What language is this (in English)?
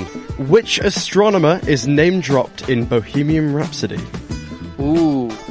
English